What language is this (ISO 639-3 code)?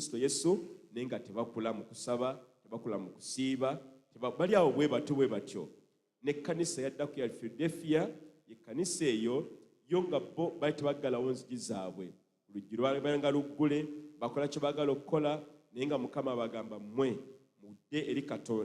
lug